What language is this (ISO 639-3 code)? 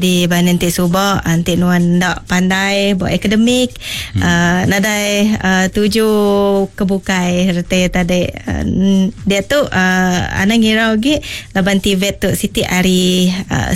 iba